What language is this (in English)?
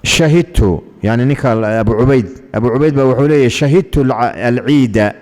Somali